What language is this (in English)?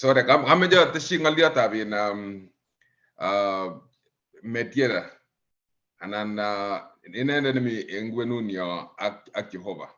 Kalenjin